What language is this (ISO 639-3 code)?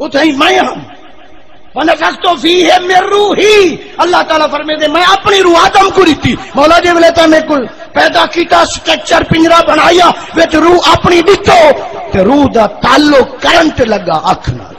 skr